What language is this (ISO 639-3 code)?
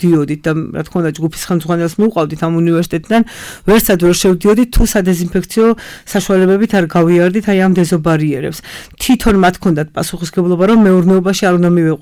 kat